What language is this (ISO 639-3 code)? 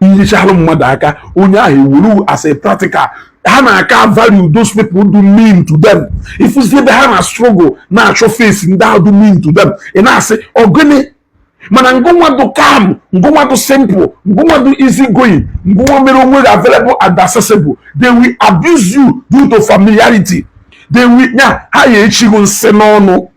ibo